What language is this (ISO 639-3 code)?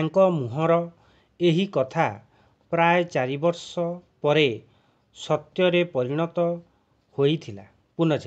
ori